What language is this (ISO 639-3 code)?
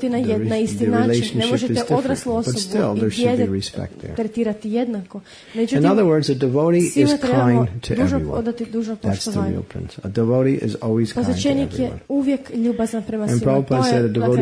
hrv